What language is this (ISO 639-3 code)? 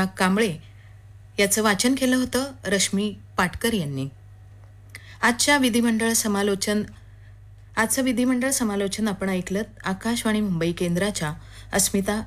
mar